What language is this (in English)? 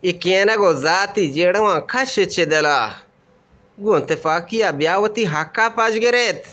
Eastern Balochi